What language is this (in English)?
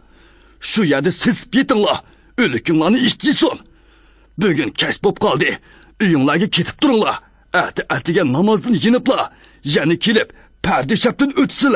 Uyghur